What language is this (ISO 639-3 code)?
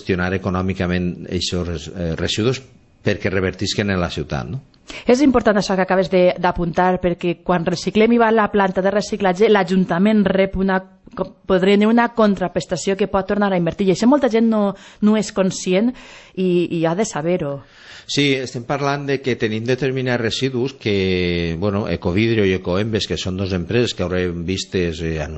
cat